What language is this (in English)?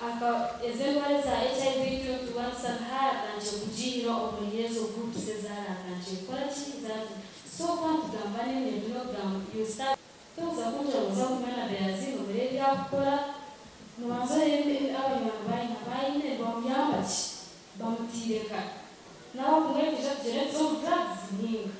Nyankole